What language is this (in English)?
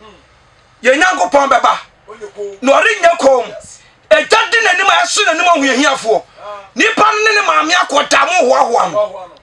Akan